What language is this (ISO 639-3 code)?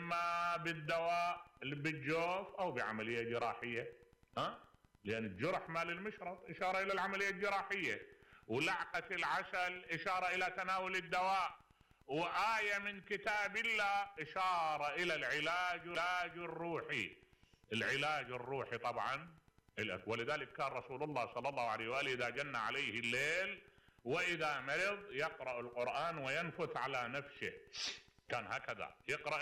acm